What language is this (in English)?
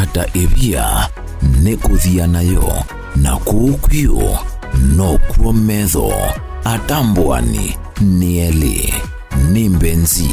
Kamba